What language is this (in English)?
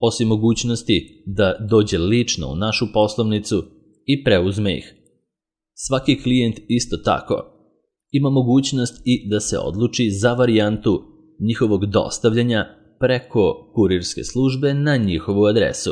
Serbian